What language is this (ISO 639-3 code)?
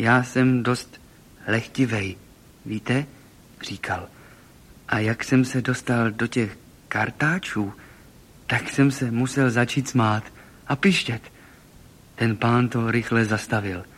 ces